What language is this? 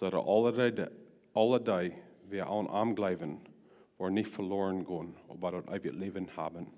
Plautdietsch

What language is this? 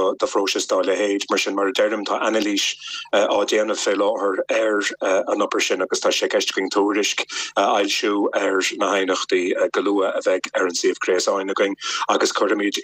Irish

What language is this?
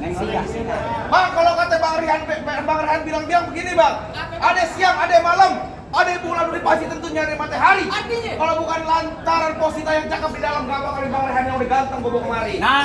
Betawi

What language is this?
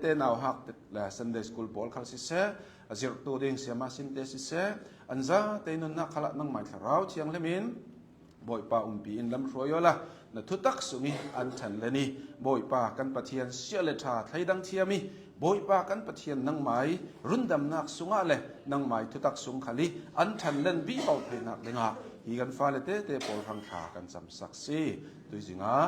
Hakha Chin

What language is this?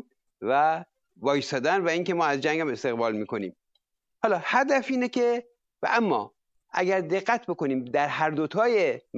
Persian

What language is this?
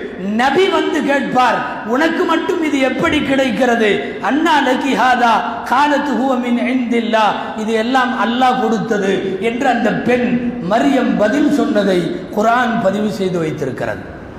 Tamil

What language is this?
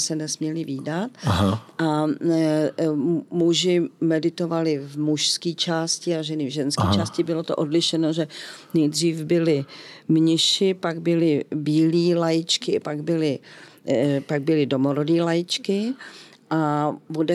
Czech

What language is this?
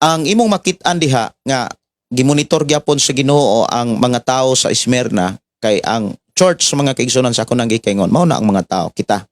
Cebuano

